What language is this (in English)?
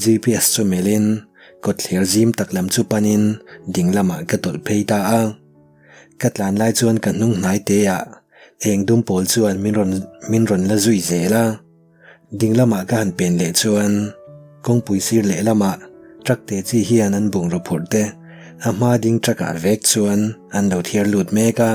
Mizo